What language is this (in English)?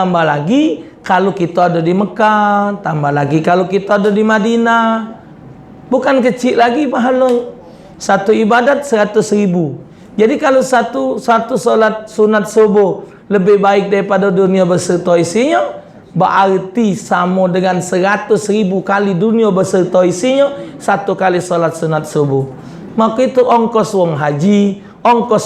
Musi